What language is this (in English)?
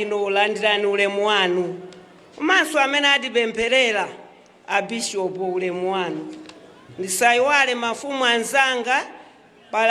Nyanja